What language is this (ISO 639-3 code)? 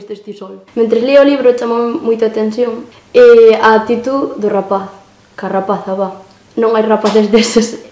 glg